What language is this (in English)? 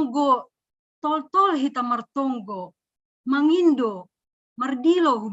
Batak Simalungun